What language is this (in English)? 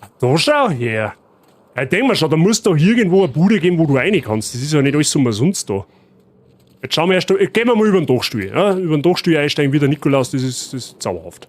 Bavarian